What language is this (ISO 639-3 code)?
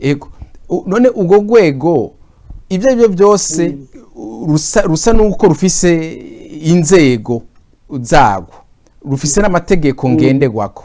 run